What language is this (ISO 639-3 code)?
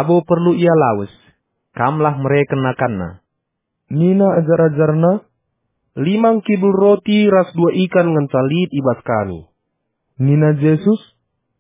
btx